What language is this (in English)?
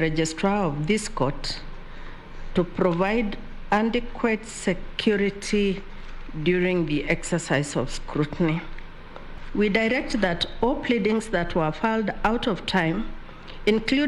Meru